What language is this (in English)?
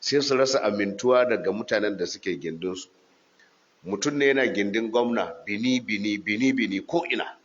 Hausa